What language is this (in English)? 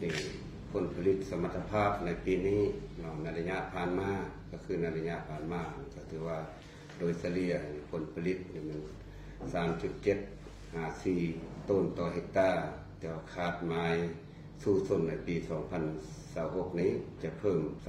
Lao